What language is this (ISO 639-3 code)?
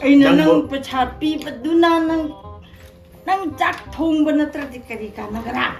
mni